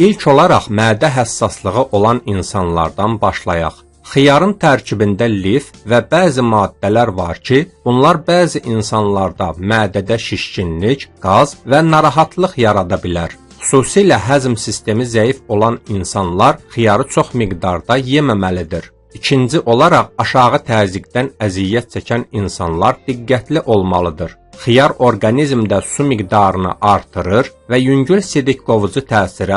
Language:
Azerbaijani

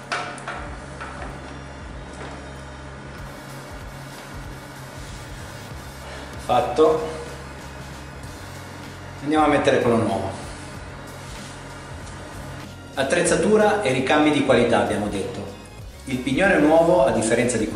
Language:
Italian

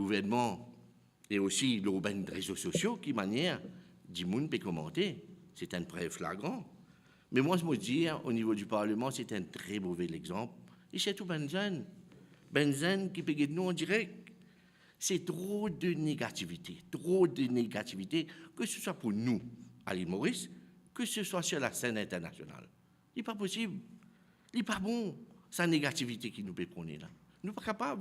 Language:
Morisyen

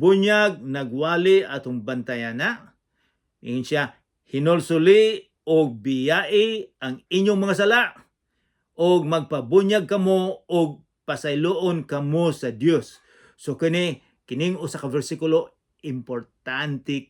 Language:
Cebuano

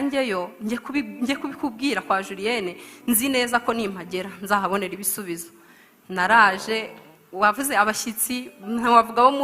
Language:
Kinyarwanda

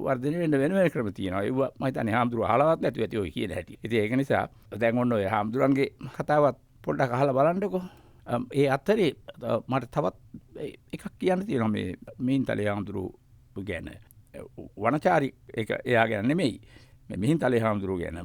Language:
Sinhala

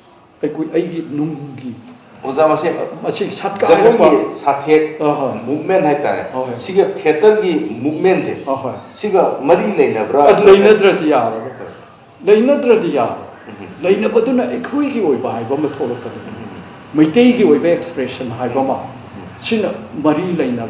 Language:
Manipuri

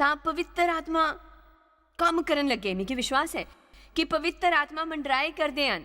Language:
Dogri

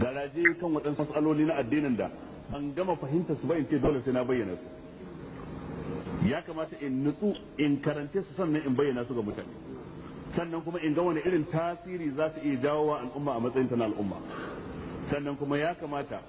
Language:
Hausa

